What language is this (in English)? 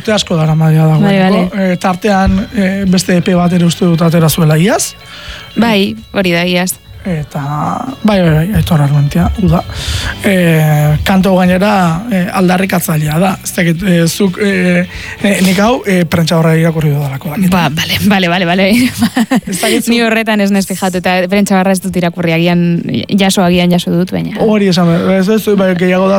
Basque